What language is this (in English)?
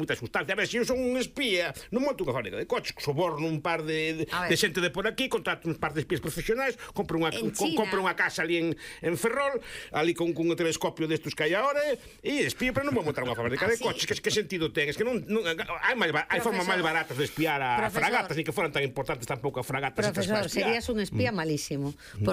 Galician